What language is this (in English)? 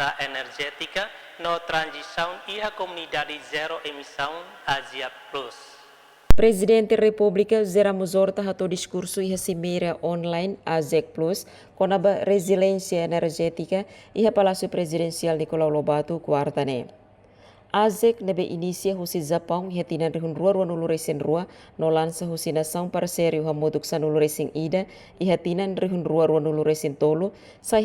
Tetum